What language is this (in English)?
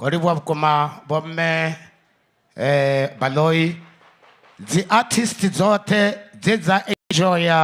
Venda